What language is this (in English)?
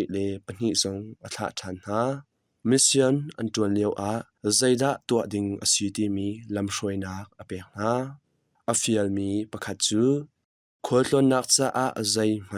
Hakha Chin